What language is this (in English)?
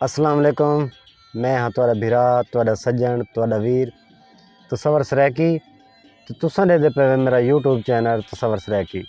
Saraiki